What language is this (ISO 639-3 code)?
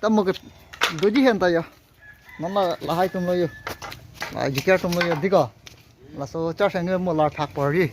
mjw